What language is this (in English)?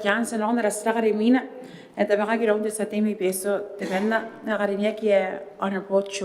Gilbertese